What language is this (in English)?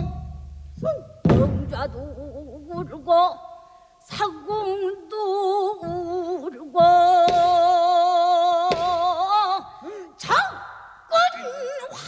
Korean